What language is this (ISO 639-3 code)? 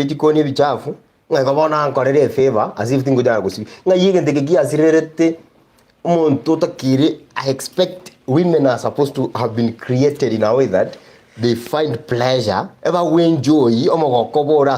guz